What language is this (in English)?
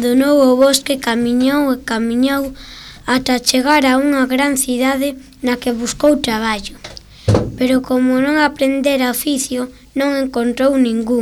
Galician